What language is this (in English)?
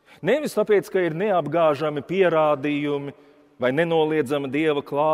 Latvian